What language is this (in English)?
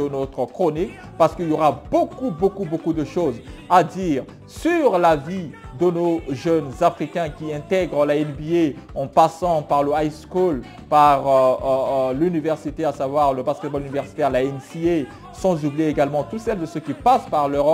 French